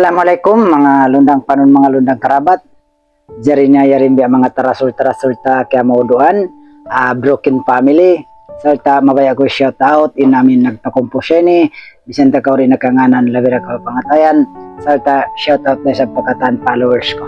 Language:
Tausug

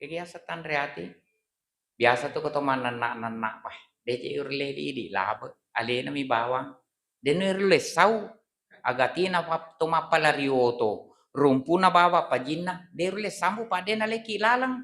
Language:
Buginese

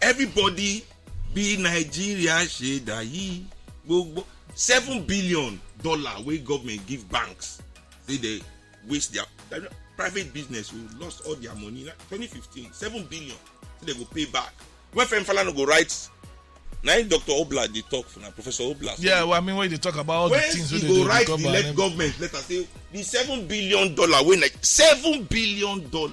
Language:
Nigerian Pidgin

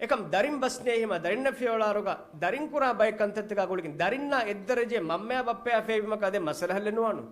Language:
Divehi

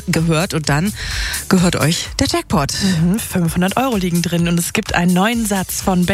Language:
German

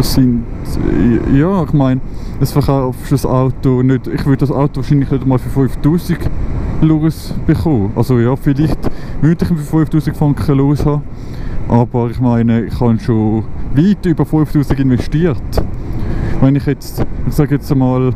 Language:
Swiss German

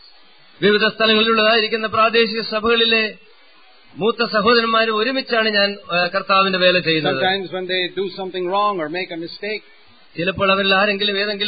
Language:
Malayalam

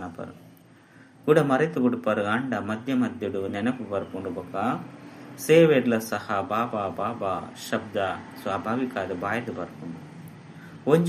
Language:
Tulu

